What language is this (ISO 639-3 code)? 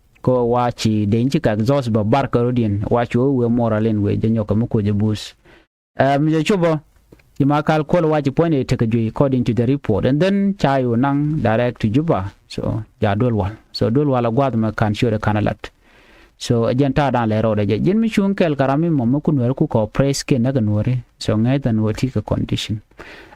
nus